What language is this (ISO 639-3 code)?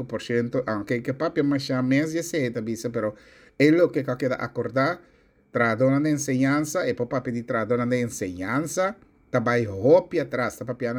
pap